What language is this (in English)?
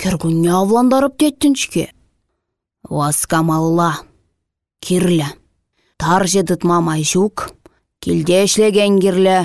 Chuvash